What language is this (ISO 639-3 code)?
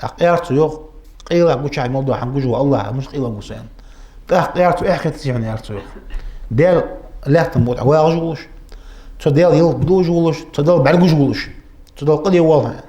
inh